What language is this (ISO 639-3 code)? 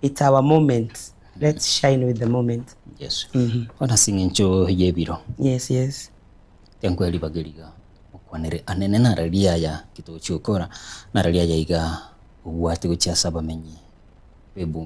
guz